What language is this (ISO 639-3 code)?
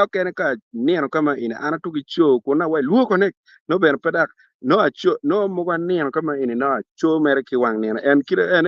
ach